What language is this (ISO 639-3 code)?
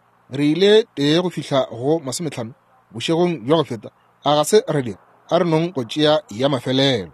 nso